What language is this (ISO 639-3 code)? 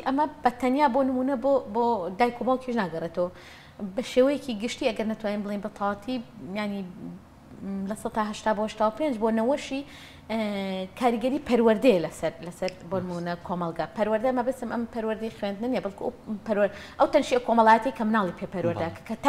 ckb